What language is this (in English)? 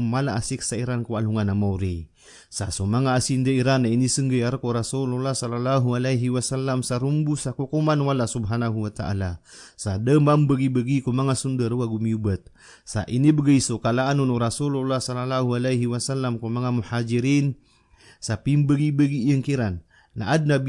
Maranao